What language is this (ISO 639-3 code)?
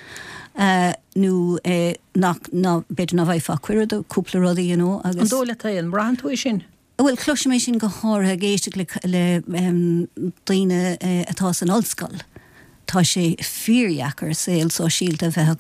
gle